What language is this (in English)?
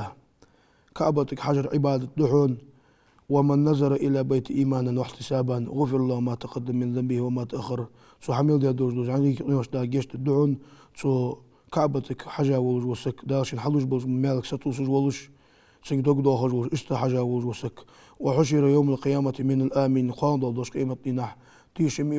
Ingush